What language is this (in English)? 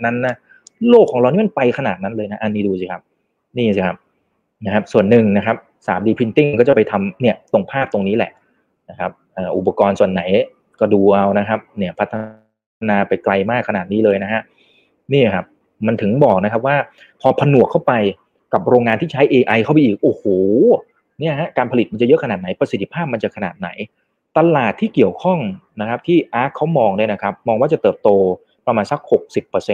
Thai